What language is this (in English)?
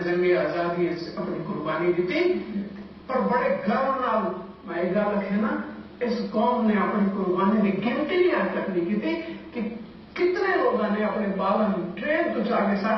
Saraiki